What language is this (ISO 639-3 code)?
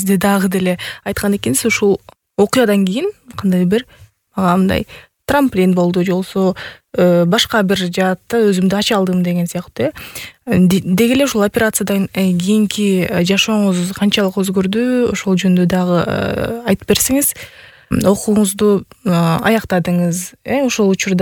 kir